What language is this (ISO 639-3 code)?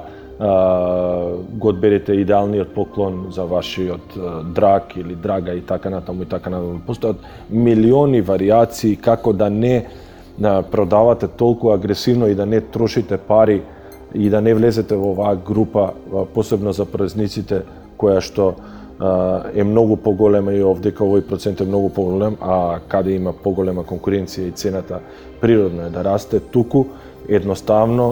mkd